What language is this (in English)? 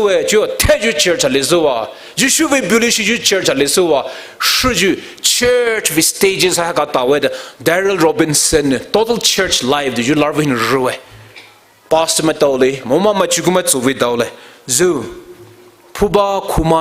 Poumei Naga